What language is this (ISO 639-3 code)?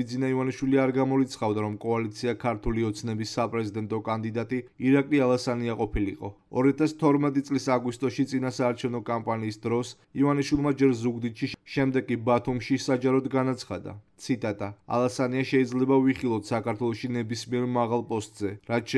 kat